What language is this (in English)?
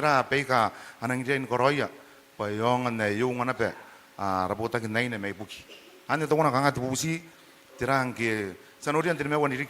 Gilbertese